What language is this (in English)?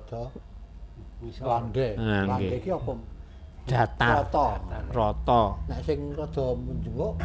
Javanese